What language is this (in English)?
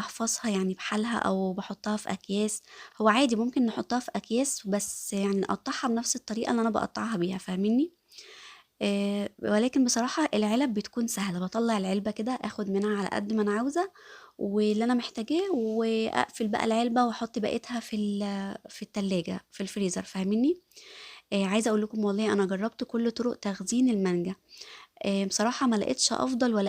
Egyptian Arabic